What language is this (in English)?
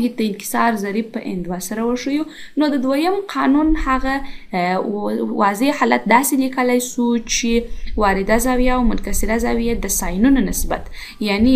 Pashto